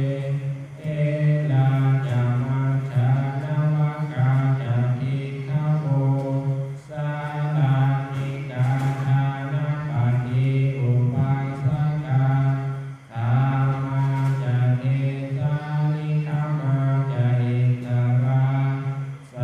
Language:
Pali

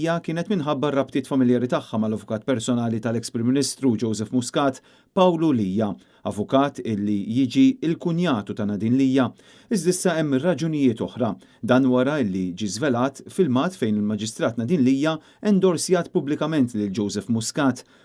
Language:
Maltese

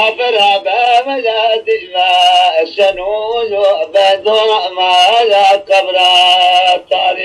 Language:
Zaza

